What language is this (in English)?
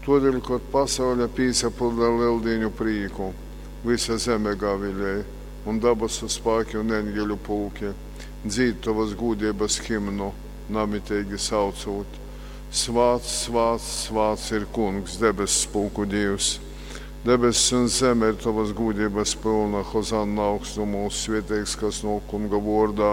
Latgalian